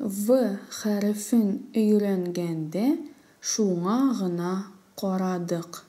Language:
Tatar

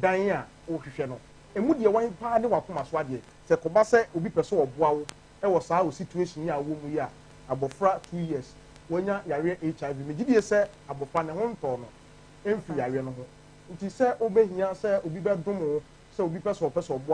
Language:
Akan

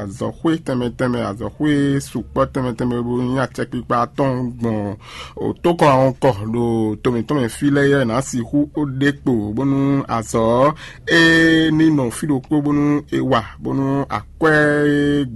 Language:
Fon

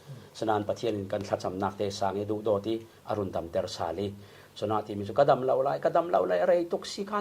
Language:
Falam Chin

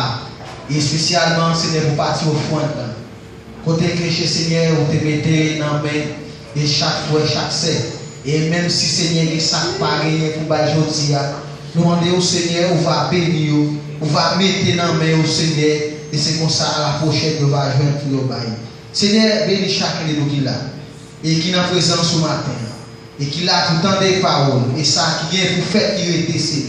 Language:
Haitian Creole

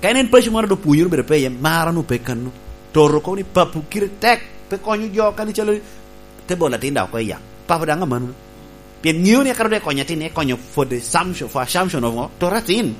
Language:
Lango (Uganda)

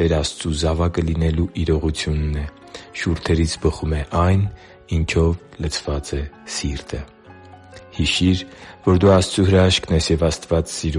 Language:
Armenian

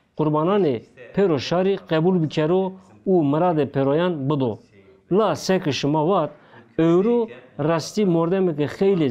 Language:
Zaza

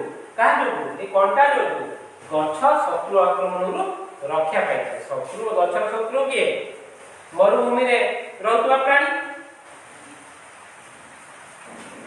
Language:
Odia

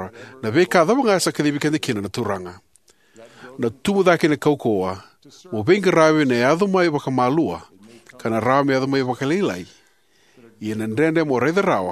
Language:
Fijian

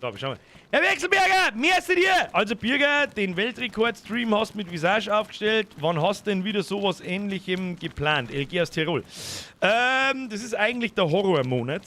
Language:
Bavarian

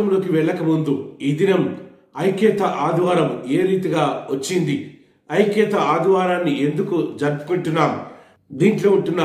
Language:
Telugu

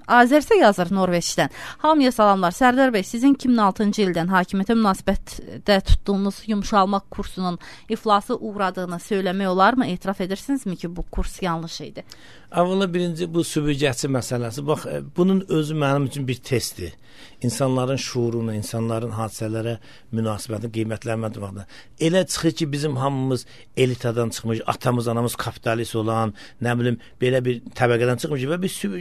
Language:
Azerbaijani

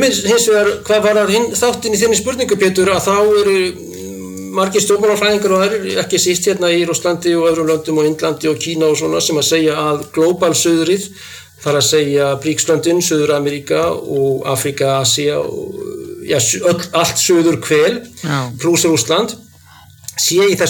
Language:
Icelandic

